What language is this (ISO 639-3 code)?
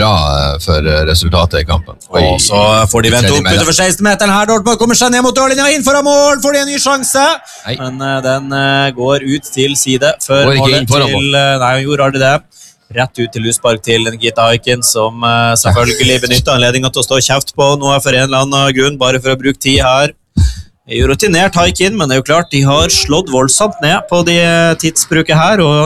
nor